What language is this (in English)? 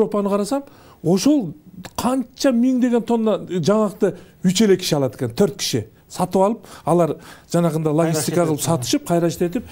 Kyrgyz